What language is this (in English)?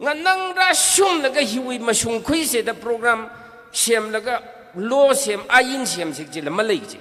Tangkhul Naga (India)